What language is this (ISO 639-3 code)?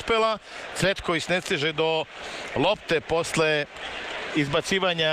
srp